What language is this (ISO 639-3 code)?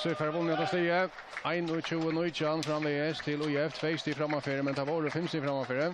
fao